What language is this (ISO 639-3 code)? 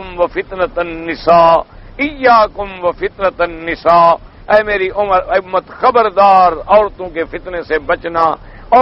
urd